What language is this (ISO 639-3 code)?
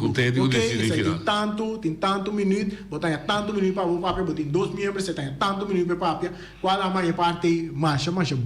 pap